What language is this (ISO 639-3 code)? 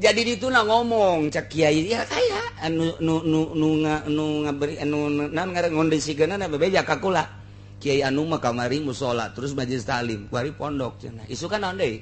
sun